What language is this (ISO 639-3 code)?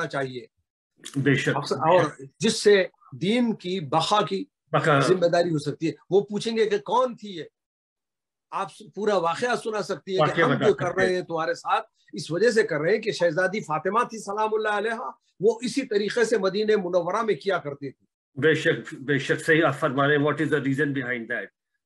urd